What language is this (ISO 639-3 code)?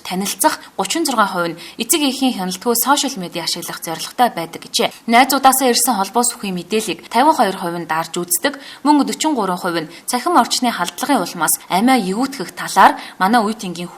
mon